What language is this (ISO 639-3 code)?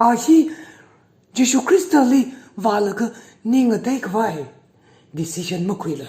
nmf